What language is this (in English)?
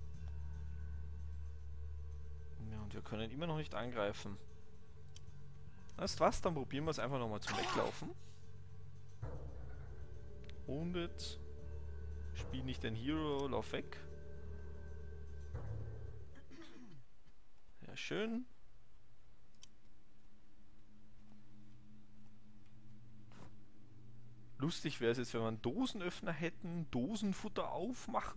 German